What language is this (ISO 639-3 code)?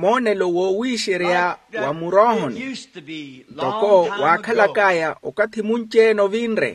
vmw